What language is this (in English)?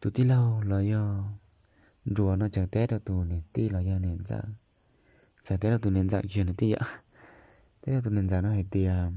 Hmong